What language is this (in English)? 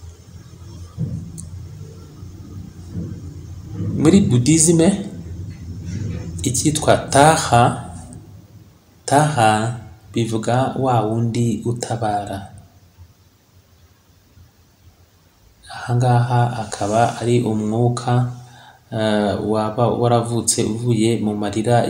Kinyarwanda